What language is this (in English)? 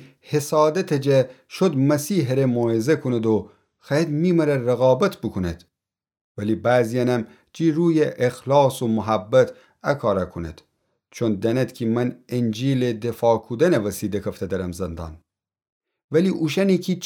Gilaki